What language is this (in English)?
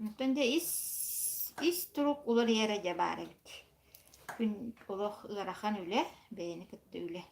Yakut